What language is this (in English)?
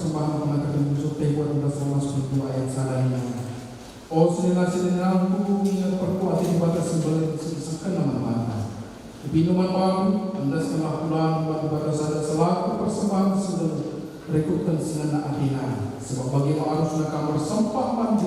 Batak Karo